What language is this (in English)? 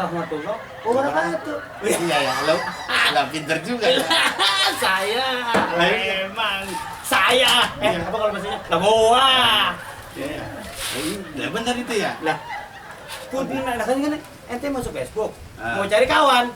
Betawi